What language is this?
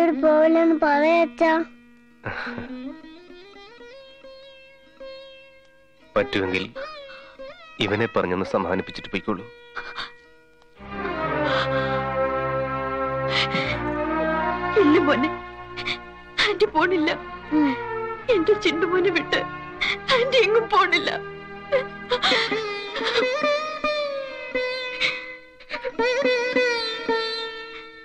Malayalam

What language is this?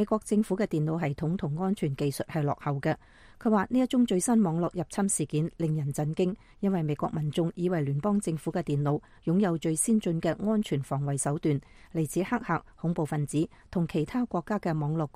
Cantonese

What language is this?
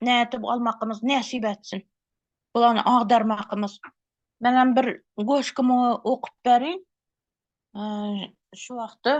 Turkmen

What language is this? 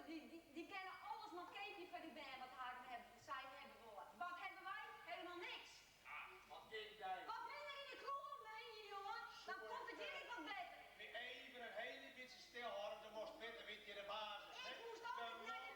Western Frisian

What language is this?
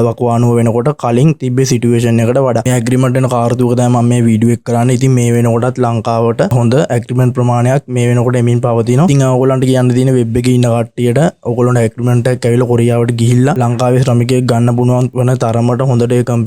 Sinhala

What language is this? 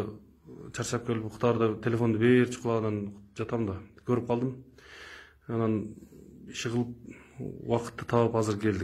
Kyrgyz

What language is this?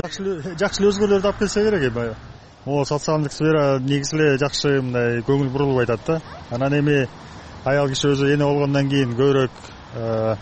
Kyrgyz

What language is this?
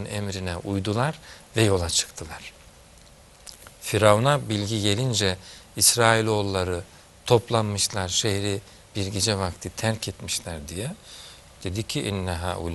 Turkish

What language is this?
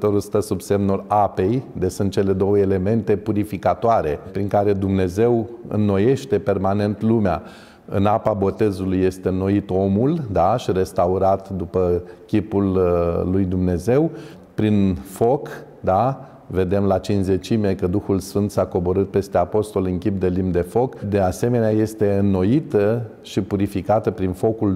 Romanian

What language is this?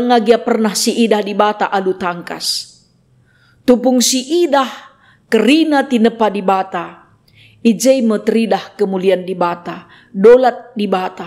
Batak Karo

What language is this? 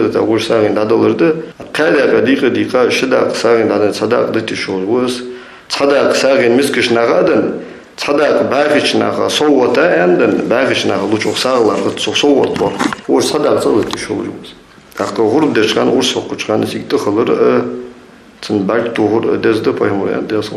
Ingush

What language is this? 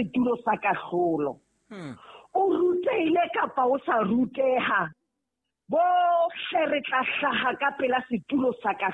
Southern Sotho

